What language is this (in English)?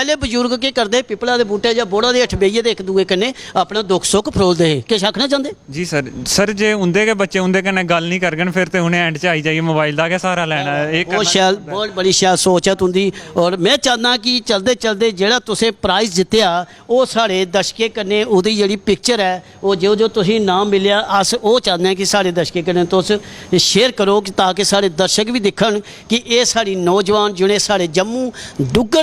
Dogri